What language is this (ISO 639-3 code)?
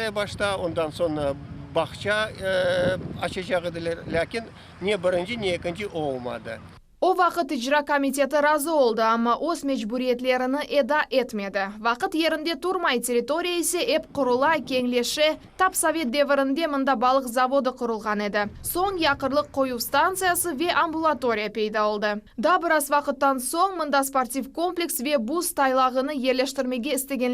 crh